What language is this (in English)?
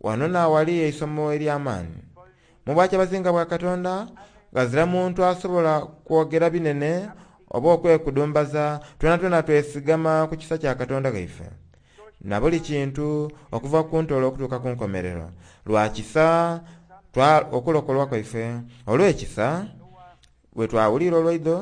Soga